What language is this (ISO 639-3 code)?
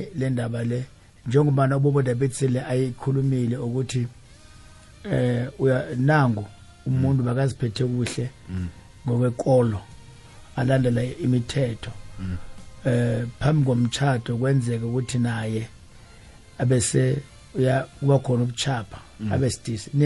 nbl